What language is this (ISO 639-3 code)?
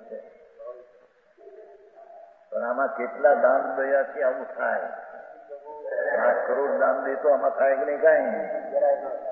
guj